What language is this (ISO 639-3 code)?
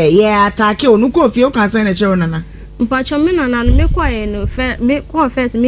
aka